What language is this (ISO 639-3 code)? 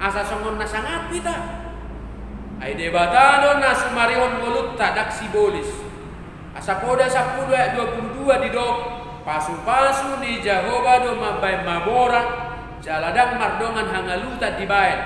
bbc